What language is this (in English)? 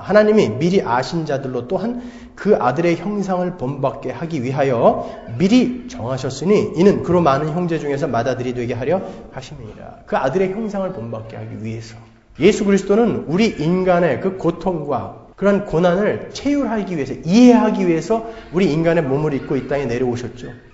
Korean